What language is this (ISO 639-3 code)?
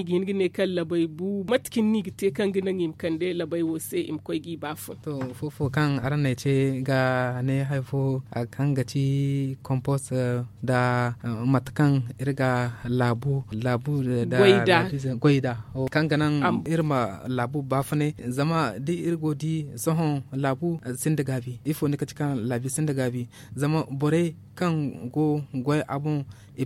dje